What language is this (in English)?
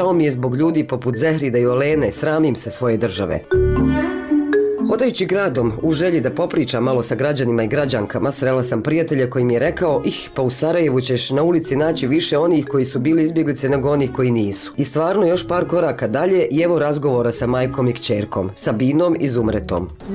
Bosnian